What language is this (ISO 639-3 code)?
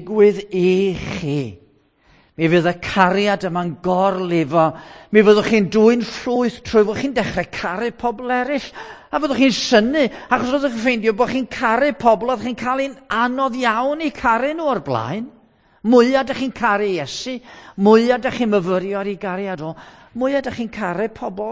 cym